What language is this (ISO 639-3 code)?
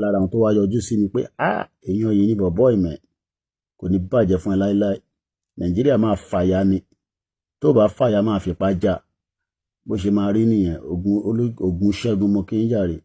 yor